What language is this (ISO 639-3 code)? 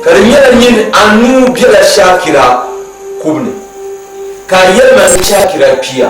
dag